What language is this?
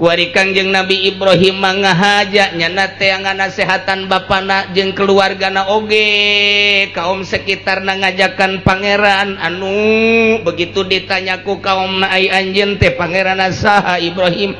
Sundanese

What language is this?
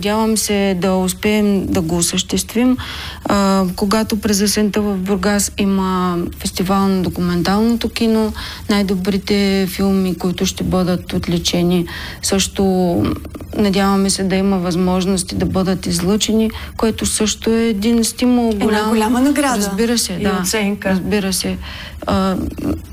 Bulgarian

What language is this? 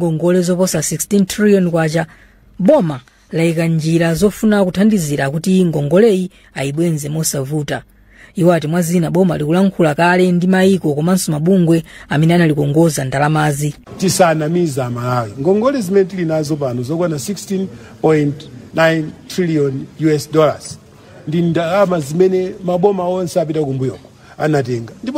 Nyanja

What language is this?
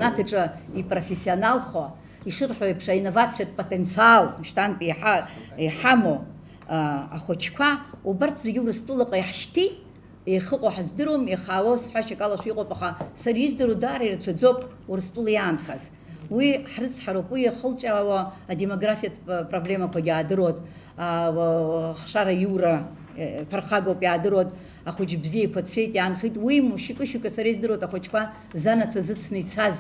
Abkhazian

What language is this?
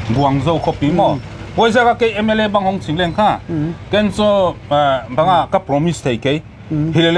Paite Chin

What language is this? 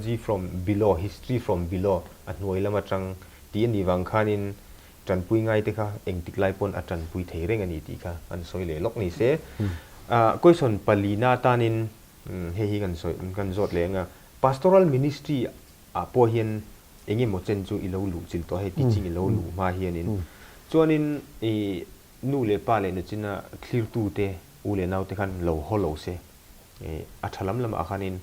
Mizo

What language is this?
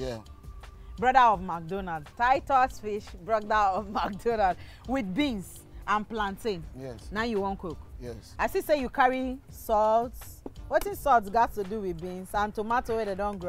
Nigerian Pidgin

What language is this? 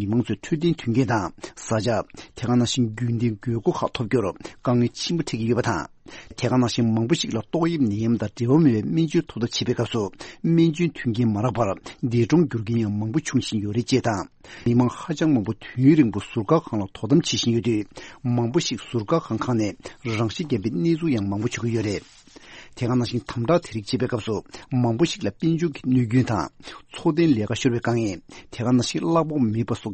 Tibetan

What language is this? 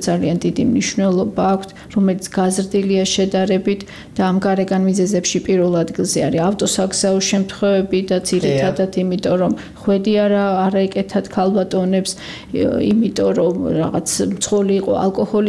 Georgian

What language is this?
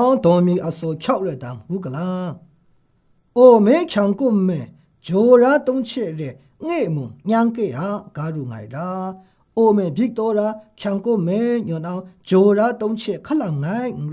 Maru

